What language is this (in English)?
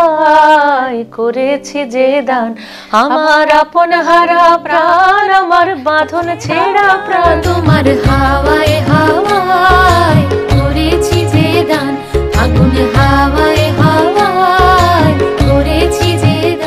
Bangla